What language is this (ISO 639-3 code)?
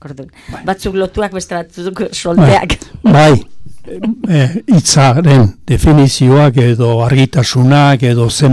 eus